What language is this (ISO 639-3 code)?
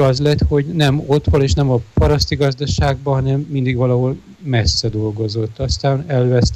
hun